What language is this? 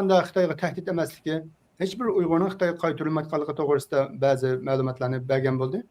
Uyghur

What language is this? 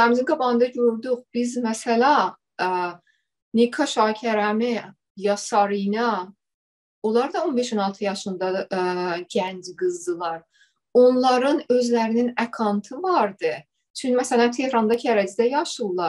South Azerbaijani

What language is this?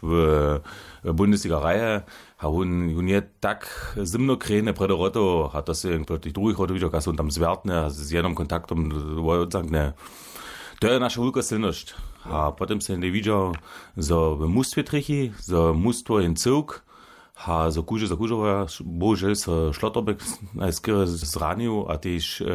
Upper Sorbian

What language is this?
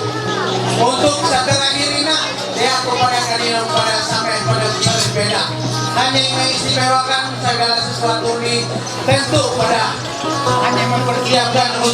Ma'anyan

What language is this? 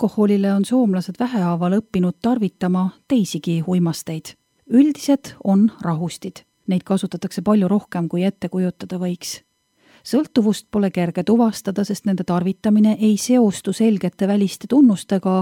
Estonian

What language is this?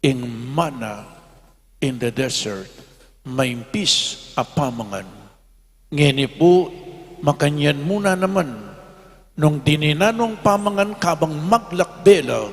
Pampanga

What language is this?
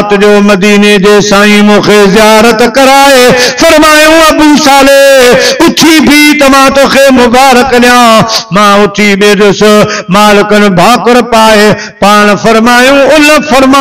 Sindhi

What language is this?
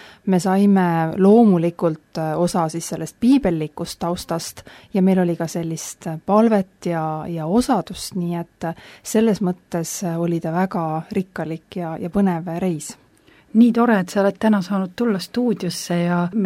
Estonian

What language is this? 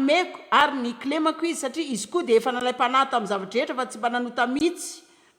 Malagasy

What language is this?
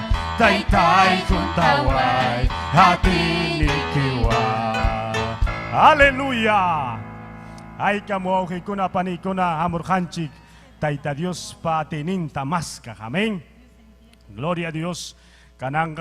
Ayacucho Quechua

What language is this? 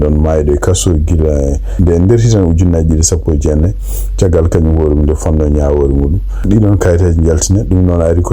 Fula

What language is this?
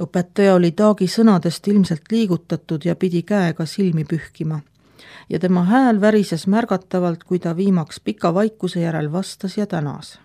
Estonian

